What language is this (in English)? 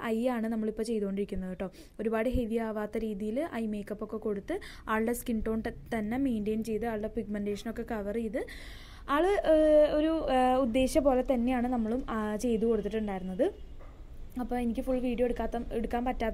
Malayalam